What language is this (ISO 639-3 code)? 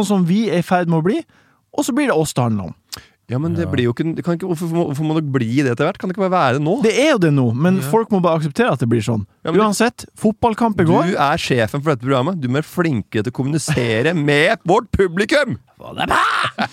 nor